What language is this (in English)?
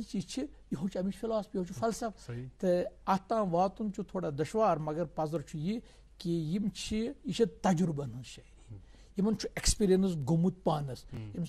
Kashmiri